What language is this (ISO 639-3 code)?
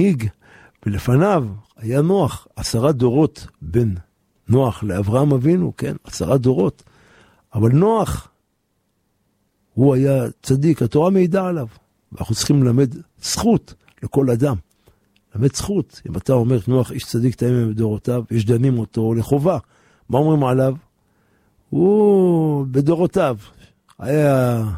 heb